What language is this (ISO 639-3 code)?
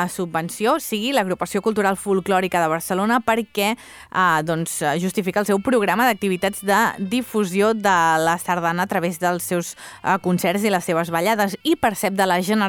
cat